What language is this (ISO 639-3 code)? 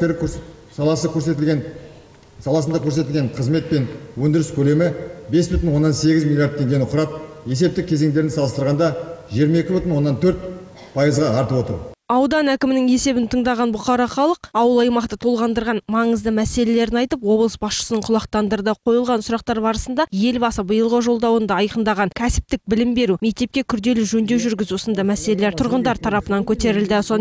kaz